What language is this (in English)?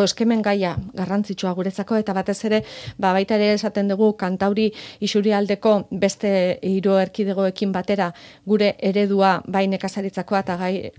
Basque